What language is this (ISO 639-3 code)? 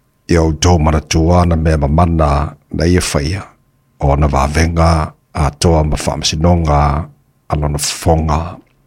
smo